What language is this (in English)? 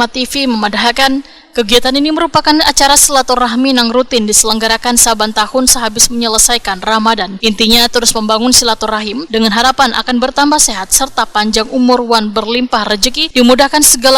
Banjar